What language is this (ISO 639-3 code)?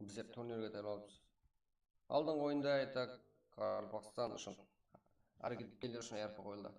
kaa